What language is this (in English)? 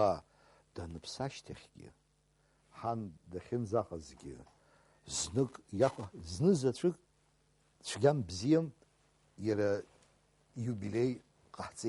Abkhazian